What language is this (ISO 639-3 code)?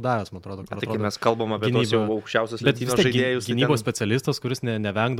lit